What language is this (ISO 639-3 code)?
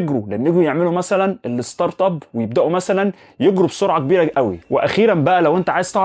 arz